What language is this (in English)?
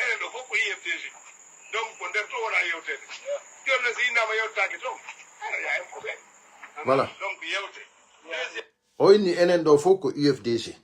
Pular